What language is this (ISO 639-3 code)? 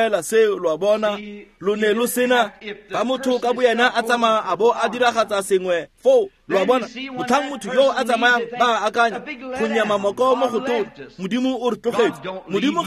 tsn